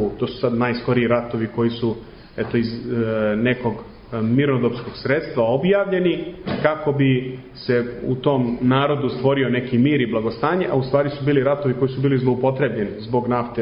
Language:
Serbian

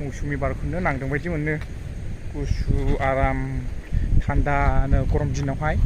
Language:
Bodo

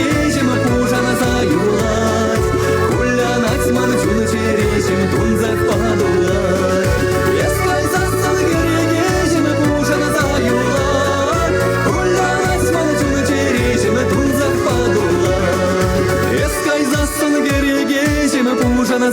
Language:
Chuvash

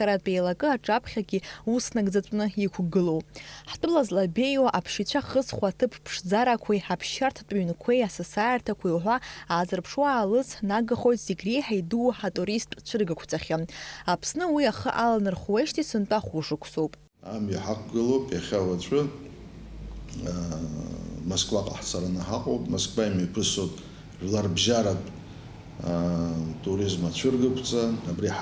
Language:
Abkhazian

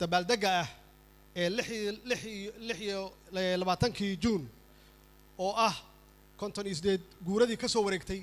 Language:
Somali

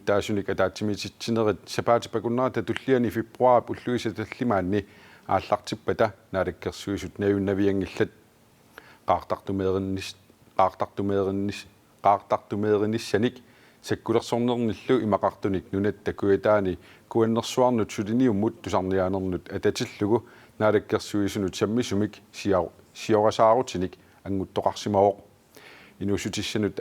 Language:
Kalaallisut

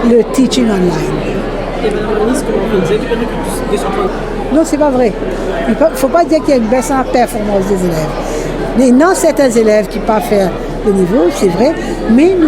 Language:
Morisyen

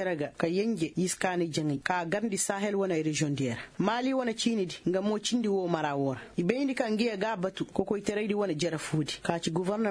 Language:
Koyraboro Senni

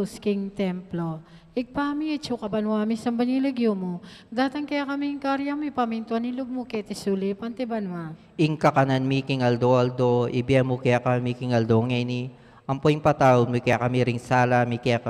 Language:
Pampanga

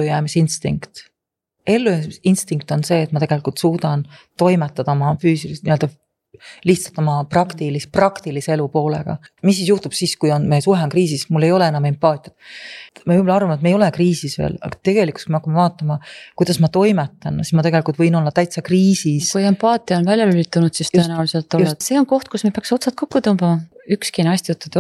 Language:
Estonian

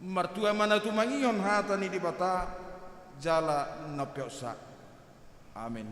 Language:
Batak Toba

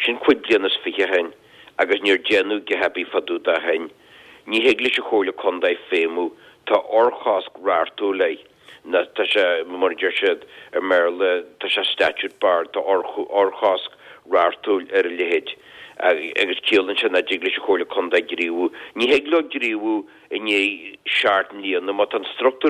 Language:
Irish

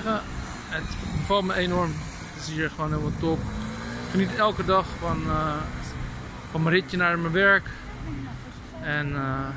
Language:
Dutch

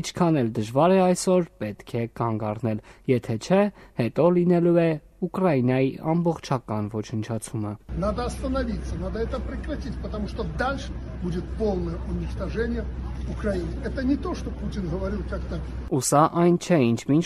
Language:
Armenian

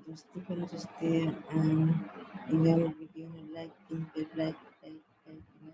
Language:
Santali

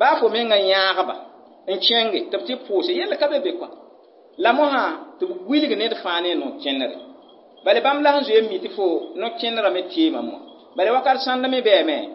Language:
Mossi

